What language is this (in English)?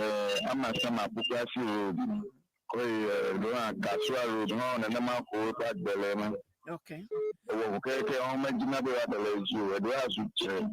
Ewe